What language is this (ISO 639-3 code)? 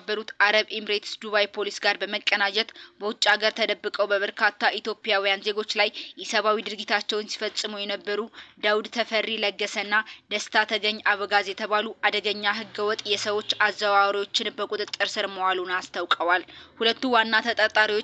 amh